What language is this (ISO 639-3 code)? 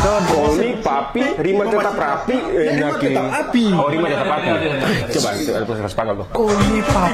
abs